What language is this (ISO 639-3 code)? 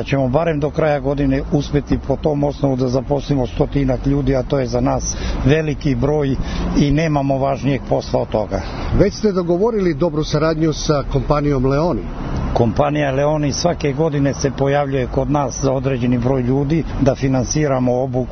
srp